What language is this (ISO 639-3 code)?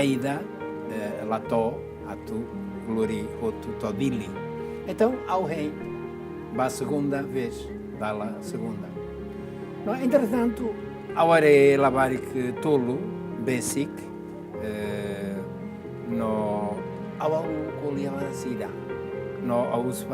tet